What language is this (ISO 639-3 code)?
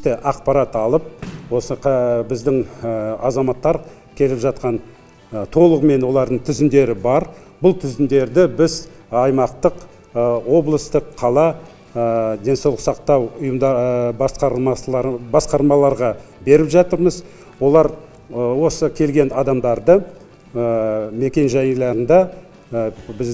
kaz